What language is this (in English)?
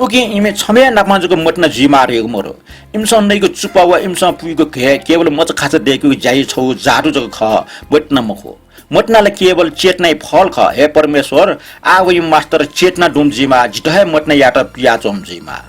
Newari